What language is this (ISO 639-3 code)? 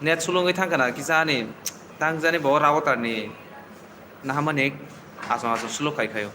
trp